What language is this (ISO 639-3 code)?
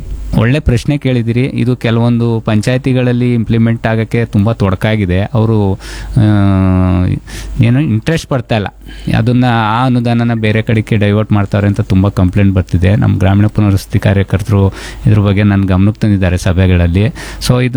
kan